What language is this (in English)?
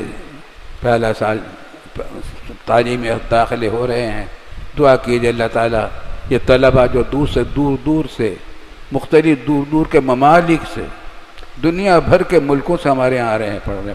Urdu